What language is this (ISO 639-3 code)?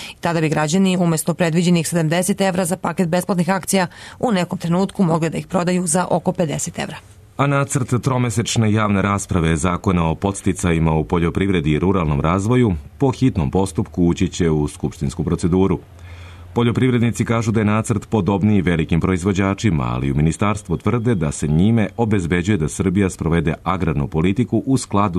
srp